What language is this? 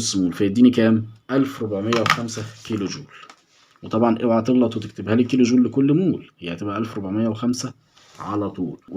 Egyptian Arabic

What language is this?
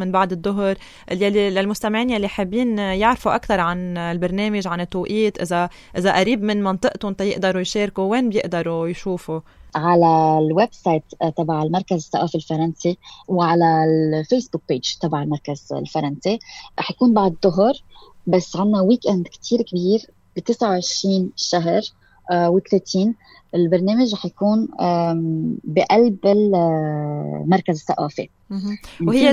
North Levantine Arabic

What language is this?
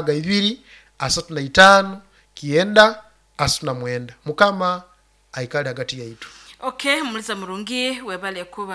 Nyoro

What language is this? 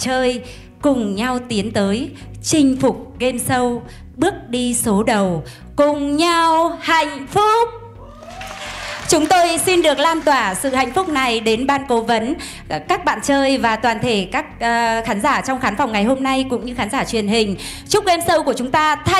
Vietnamese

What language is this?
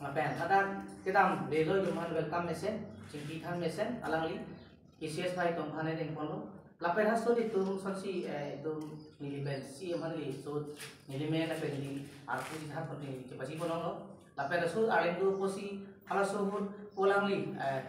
Karbi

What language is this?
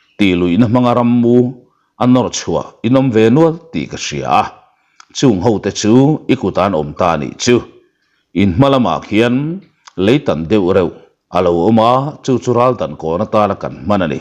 Mizo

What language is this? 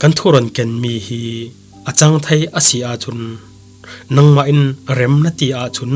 Falam Chin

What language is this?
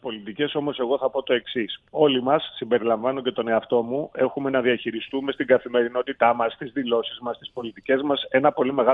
Greek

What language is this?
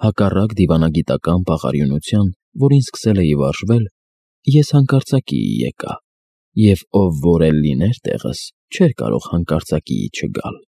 Armenian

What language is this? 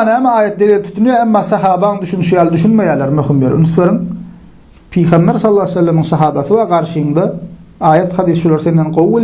Turkmen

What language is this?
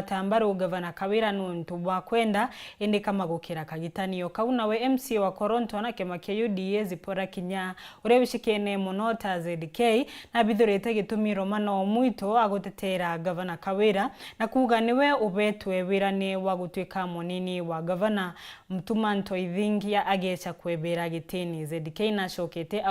Meru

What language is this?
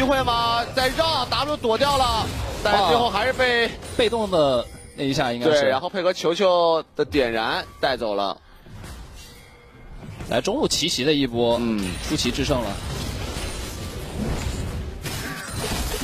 Chinese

